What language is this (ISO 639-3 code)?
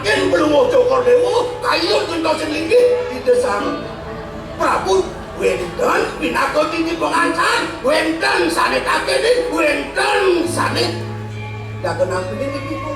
ban